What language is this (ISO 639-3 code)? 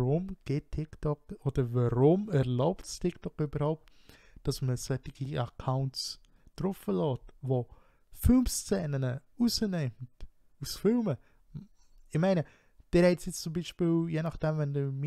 gsw